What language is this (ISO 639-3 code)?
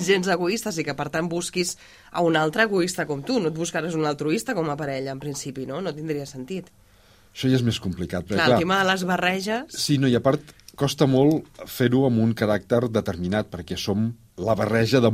cat